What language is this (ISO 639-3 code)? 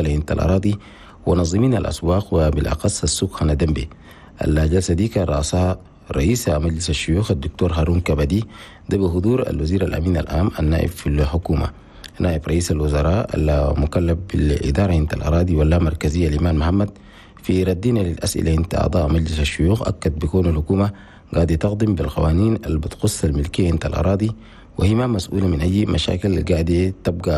shu